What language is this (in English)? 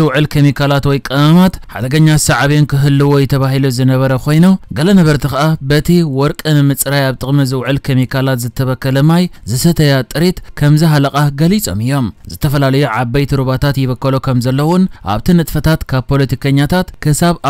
Tigrinya